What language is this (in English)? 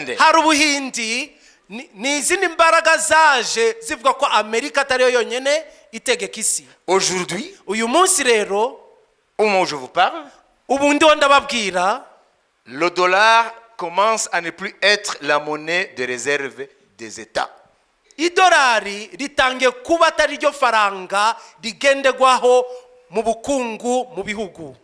Kinyarwanda